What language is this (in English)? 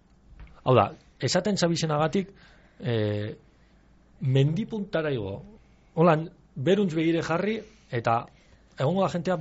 Basque